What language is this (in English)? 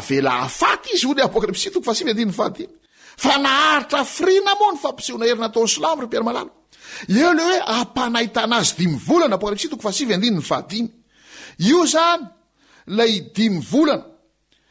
Malagasy